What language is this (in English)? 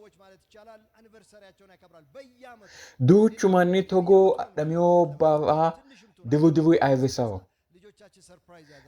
Sidamo